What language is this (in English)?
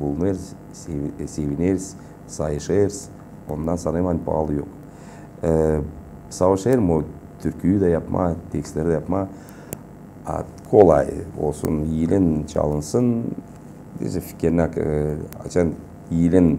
Gagauz